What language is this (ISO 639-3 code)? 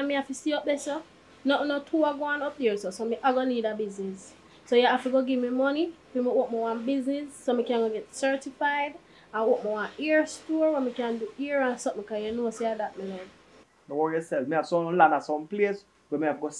jam